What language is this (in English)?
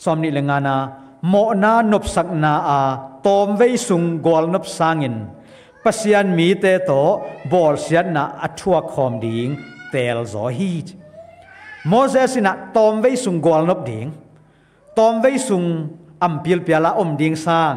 Tedim Chin